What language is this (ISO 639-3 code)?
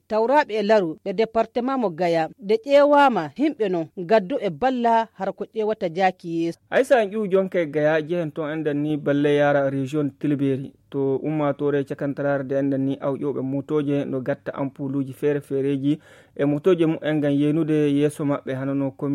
fuv